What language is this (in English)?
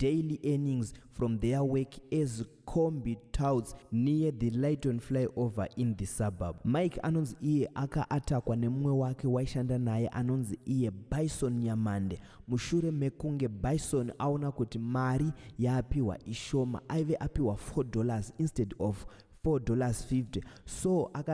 Shona